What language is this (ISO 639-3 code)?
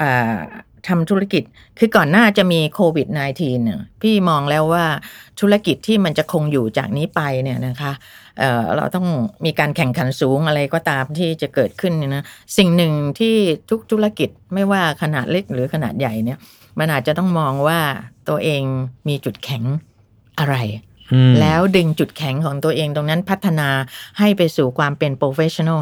tha